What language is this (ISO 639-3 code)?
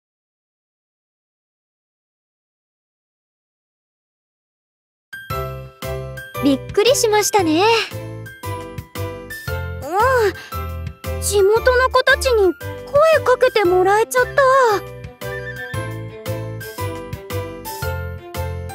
jpn